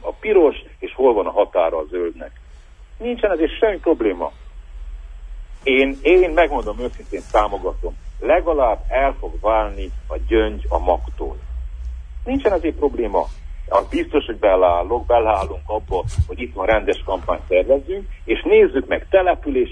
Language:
Hungarian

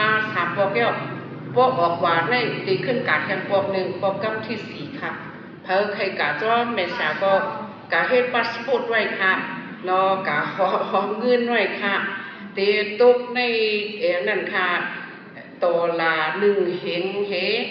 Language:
Shan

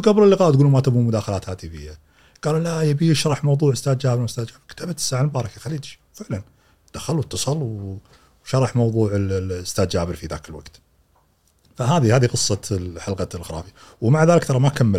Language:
Gulf Arabic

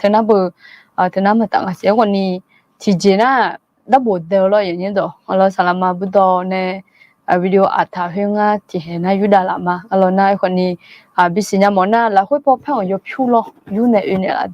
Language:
Akha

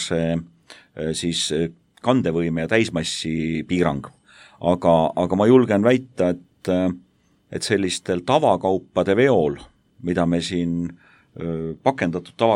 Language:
Estonian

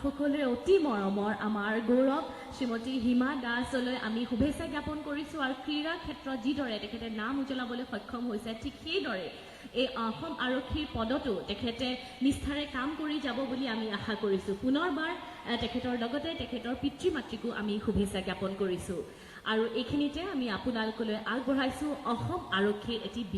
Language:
Assamese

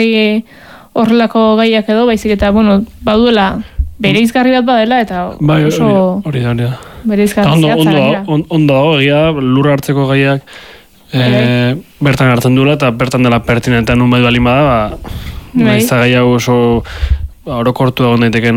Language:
Basque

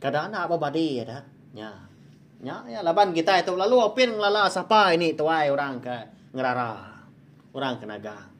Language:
Iban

